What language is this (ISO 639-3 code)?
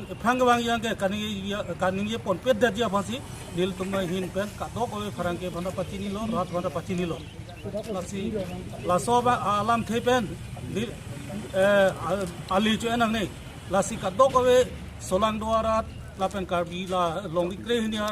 mjw